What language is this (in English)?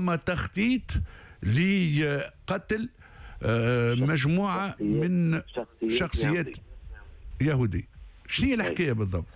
Tunisian Arabic